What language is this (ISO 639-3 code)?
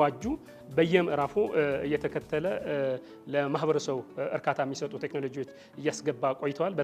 amh